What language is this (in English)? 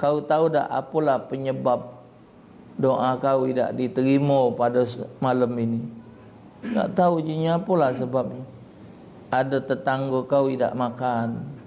Musi